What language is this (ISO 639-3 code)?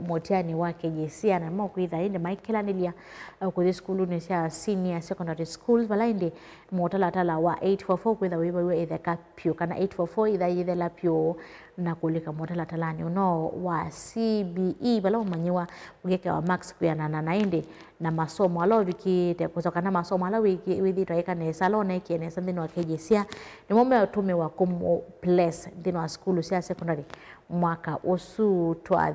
kam